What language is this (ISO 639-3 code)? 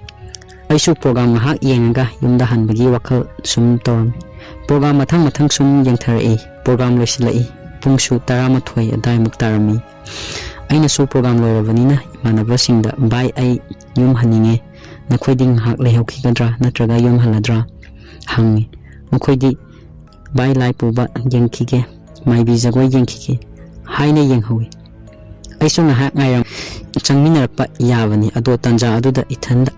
mni